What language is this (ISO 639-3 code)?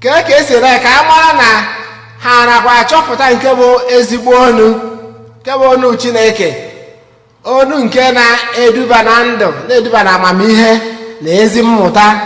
ibo